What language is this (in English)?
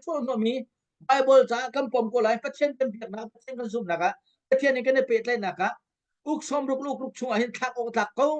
Hakha Chin